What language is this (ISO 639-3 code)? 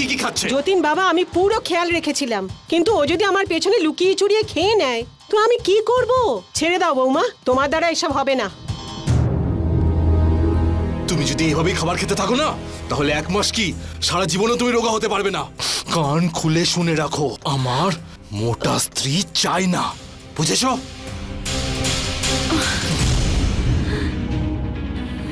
ben